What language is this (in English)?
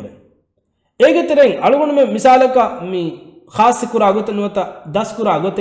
Divehi